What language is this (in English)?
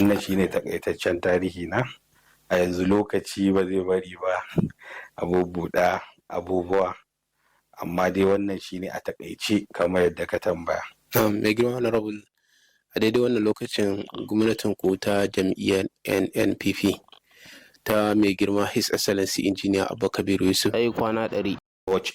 Hausa